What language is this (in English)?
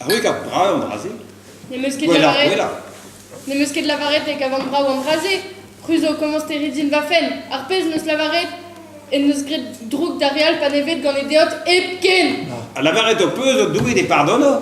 Breton